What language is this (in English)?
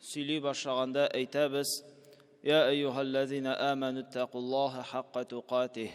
Tatar